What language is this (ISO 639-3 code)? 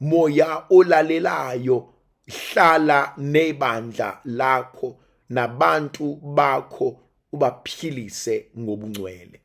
zul